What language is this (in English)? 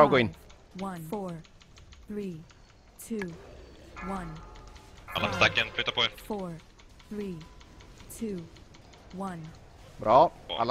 Swedish